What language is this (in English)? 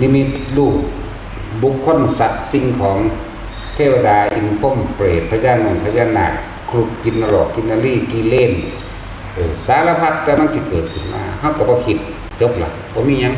Northeastern Thai